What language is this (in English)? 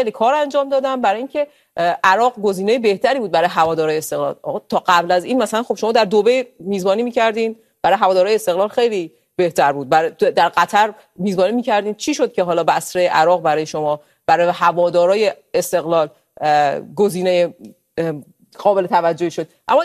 Persian